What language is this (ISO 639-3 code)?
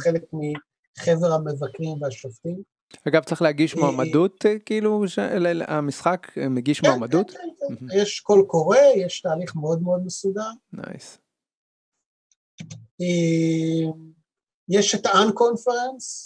heb